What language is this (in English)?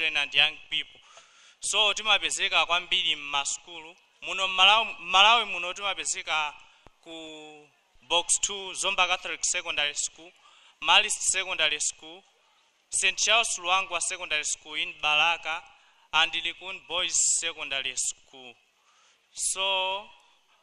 Nyanja